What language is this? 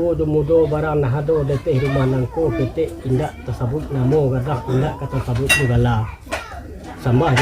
Minangkabau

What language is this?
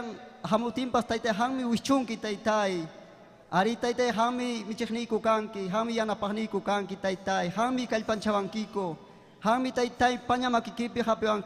Ayacucho Quechua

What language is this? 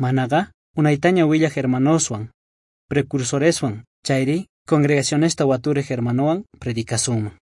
South Bolivian Quechua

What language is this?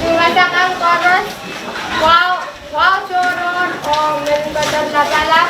Pohnpeian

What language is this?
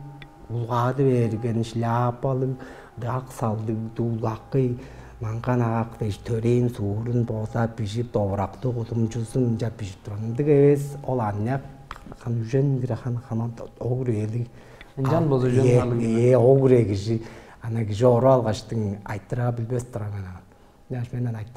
Tuvinian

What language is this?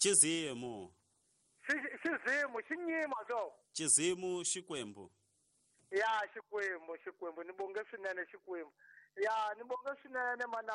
Tsonga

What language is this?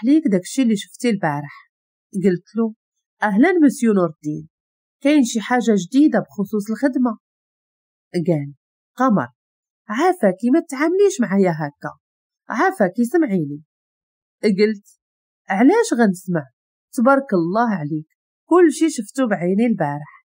Moroccan Arabic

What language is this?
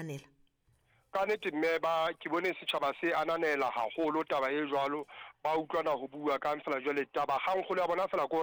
Southern Sotho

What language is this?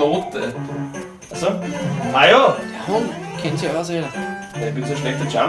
Bavarian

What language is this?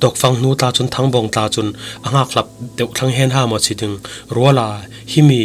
Falam Chin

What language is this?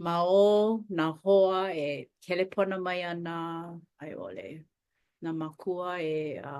Hawaiian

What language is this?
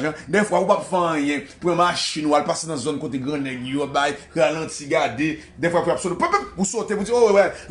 Haitian Creole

